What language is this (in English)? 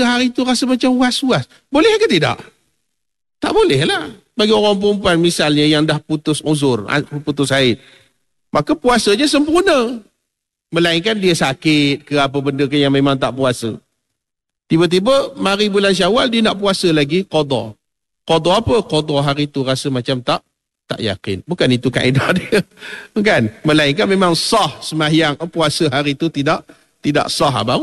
Malay